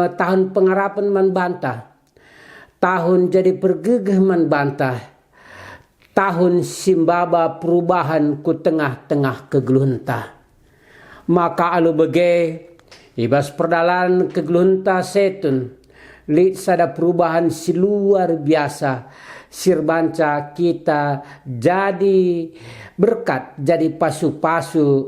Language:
Batak Karo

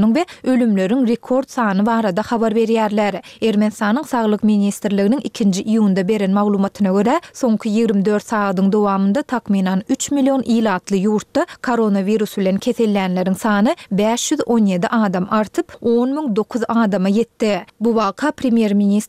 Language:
Kyrgyz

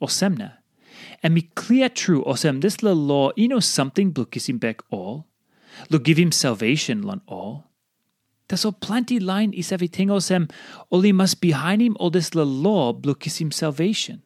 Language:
Tok Pisin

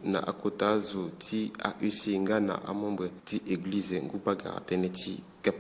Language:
Sango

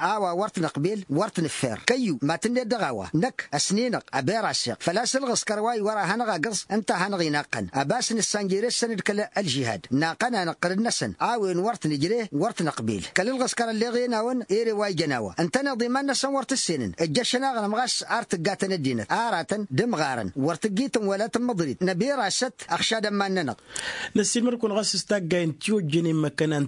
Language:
Tamasheq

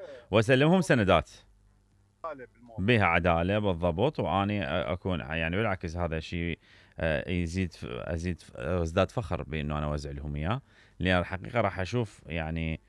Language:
Mesopotamian Arabic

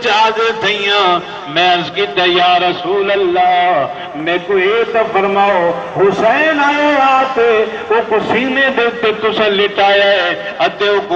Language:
Saraiki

